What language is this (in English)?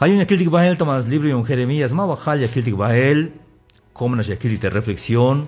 Tzeltal